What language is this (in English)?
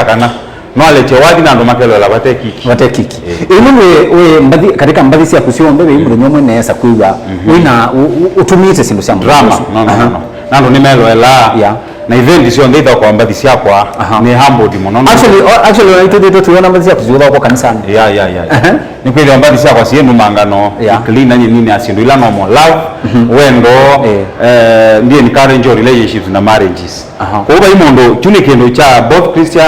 Kamba